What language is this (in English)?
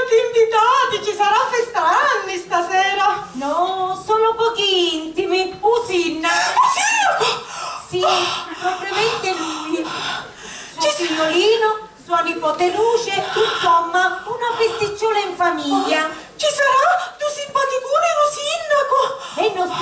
Sicilian